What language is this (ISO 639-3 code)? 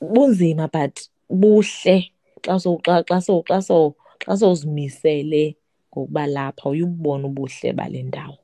xho